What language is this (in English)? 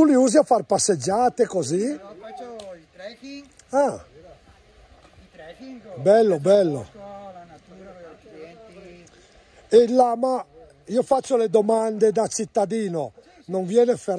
Italian